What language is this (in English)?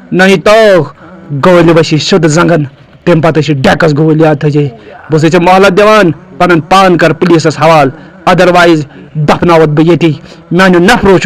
Kashmiri